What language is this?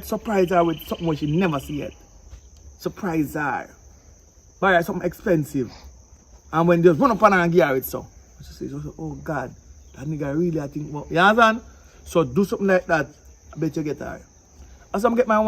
Jamaican Creole English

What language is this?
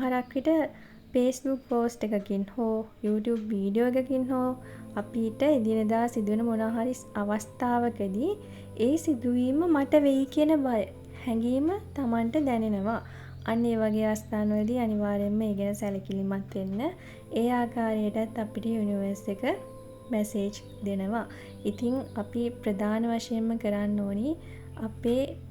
Sinhala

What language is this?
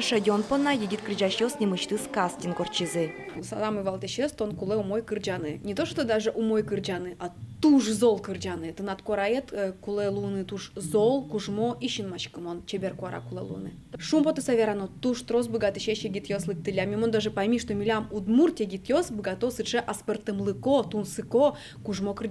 Udmurt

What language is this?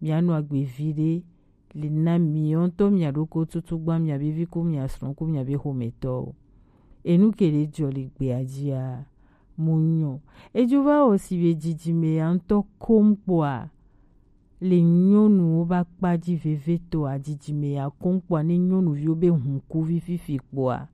Gen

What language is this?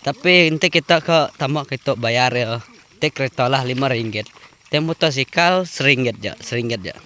Iban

